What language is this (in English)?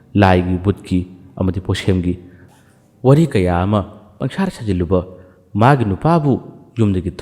Manipuri